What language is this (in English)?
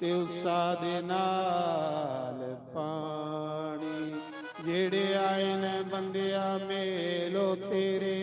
Dogri